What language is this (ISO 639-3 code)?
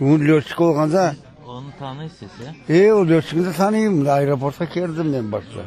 crh